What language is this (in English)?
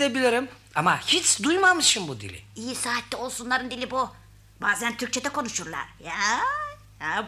Turkish